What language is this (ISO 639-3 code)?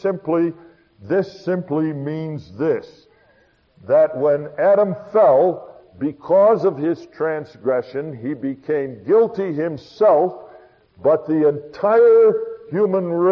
eng